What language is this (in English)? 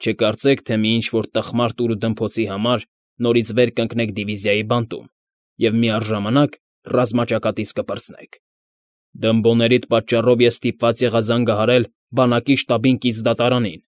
Armenian